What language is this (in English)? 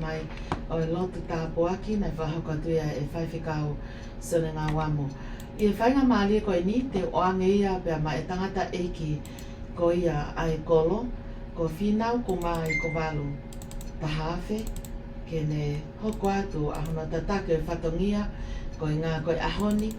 Tongan